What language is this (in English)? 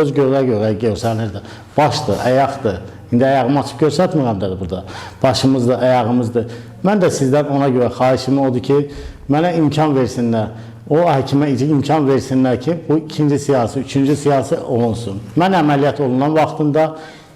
Azerbaijani